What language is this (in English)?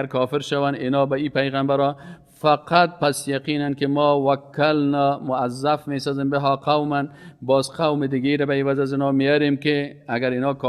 Persian